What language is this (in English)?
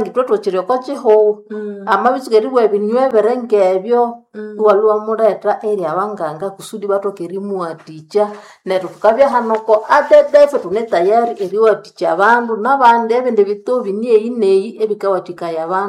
Nande